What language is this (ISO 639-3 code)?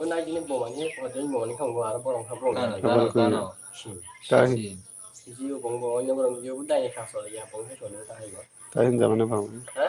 trp